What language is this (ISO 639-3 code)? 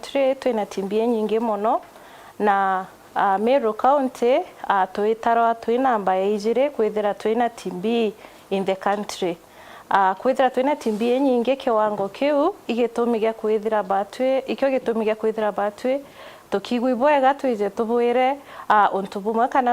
mer